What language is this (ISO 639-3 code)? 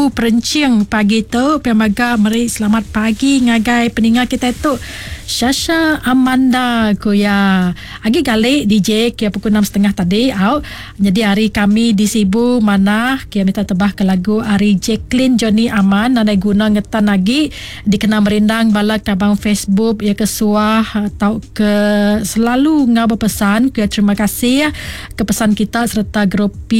iba